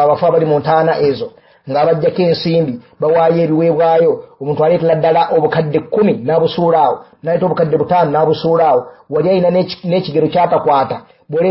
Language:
Ganda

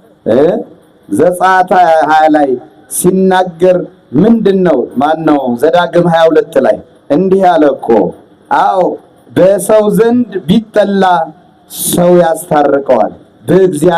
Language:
Amharic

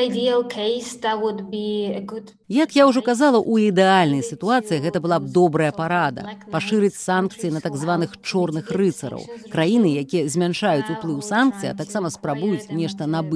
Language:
Belarusian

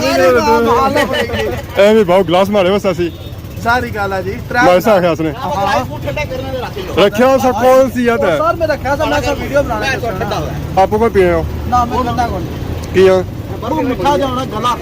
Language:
Pahari-Potwari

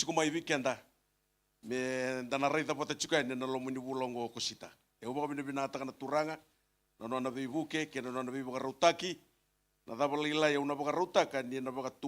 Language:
Fijian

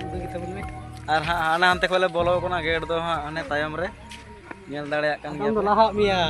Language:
Santali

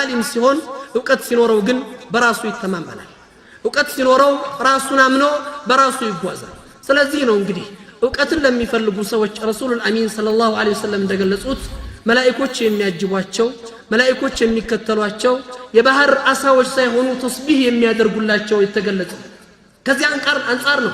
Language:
Amharic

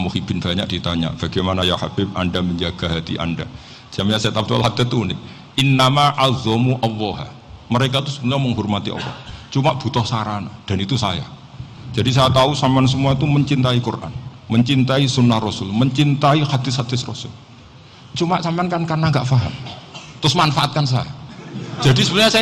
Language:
Indonesian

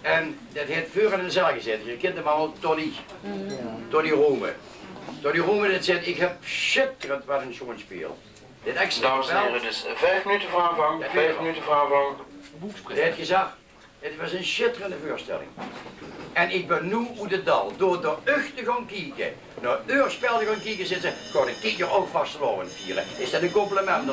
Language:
Limburgish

